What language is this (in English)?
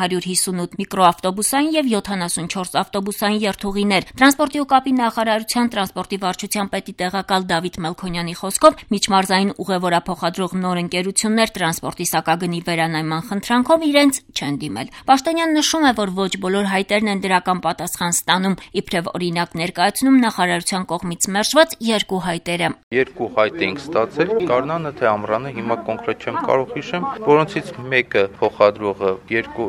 Armenian